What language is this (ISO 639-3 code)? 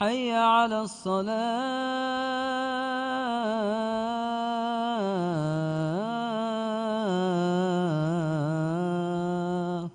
div